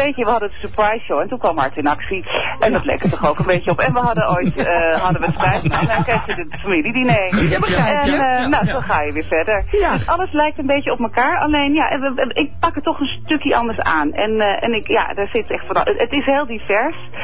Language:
Dutch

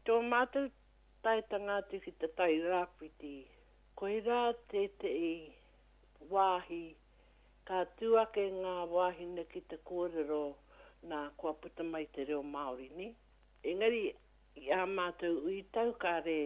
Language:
Māori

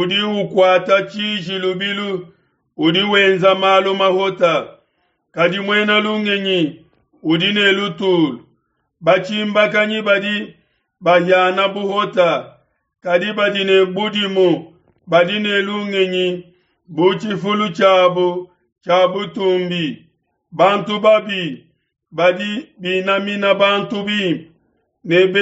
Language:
Luba-Lulua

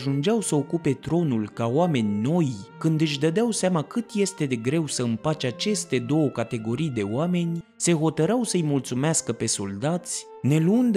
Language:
Romanian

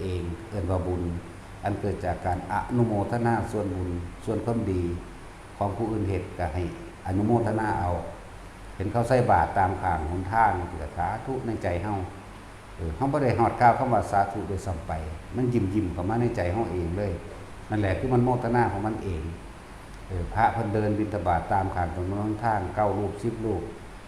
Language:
Northeastern Thai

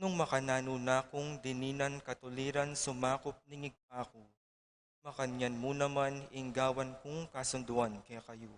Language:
Pampanga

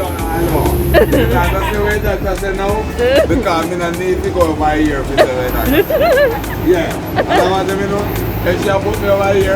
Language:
Jamaican Creole English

